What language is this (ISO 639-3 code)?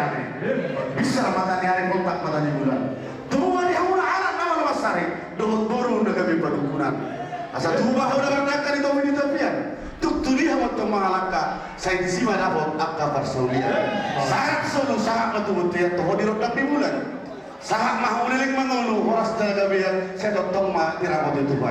bbc